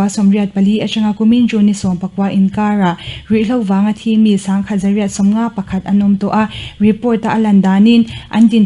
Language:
Mizo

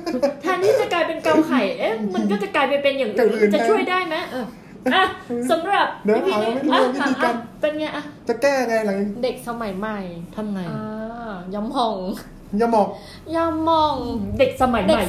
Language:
Thai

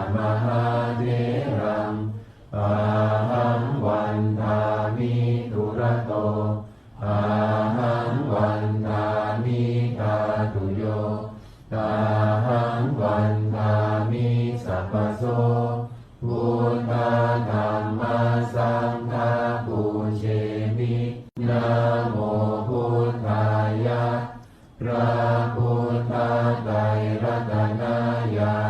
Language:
Pali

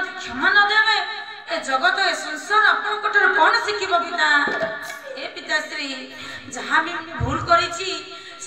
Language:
Odia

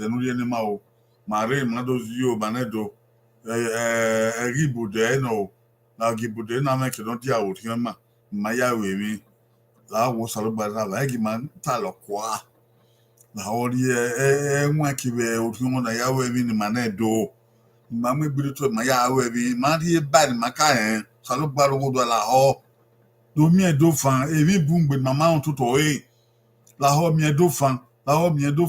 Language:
Bini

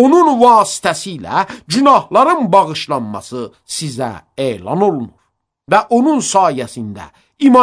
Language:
Azerbaijani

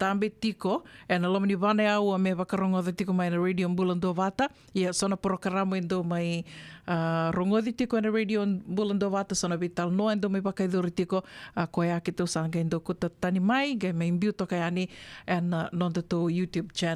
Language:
Fijian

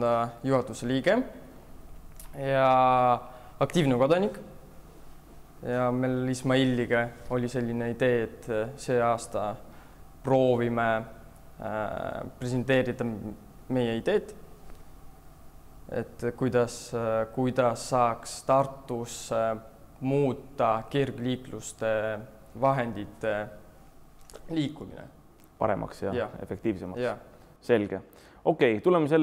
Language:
Estonian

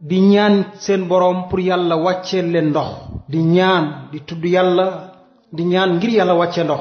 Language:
Wolof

